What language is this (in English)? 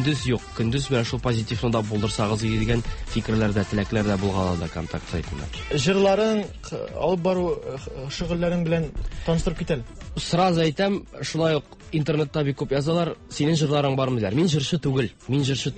Tatar